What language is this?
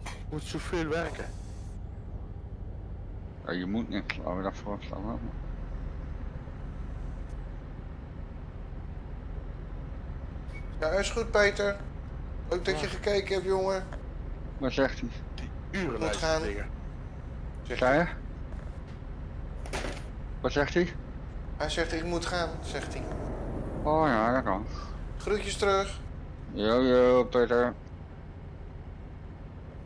Dutch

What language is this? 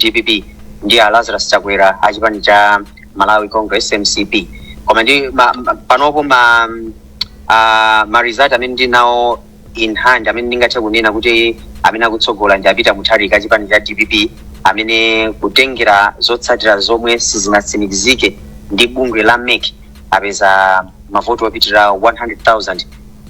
Nyanja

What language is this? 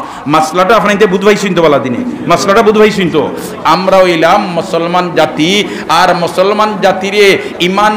Sylheti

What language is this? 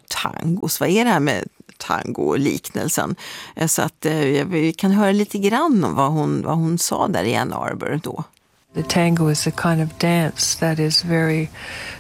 Swedish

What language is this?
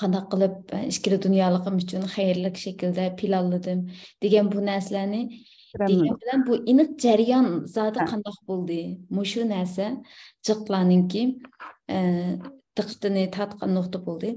Uyghur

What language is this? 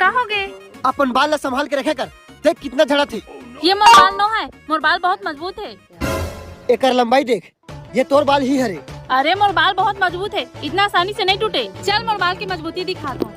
Chhattisgarhi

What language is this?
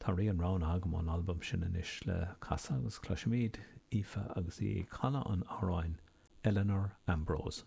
Irish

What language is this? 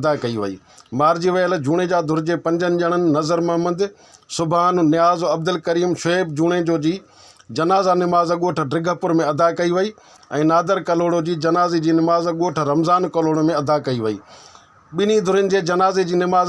Sindhi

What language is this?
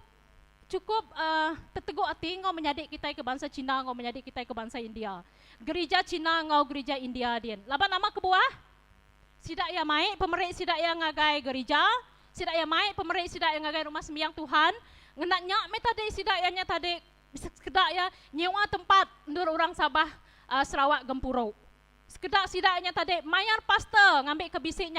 Iban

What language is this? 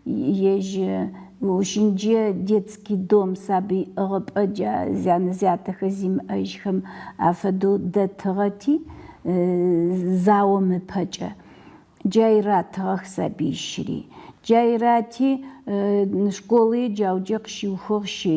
Adyghe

